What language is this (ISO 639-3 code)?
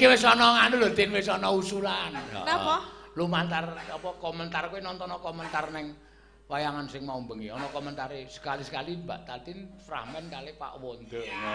jav